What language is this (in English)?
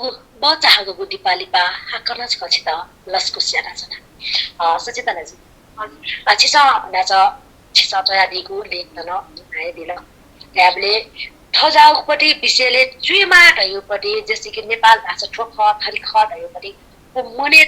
Newari